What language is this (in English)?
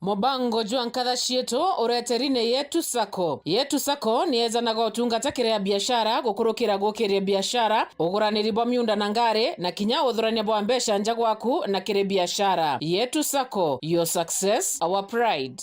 Meru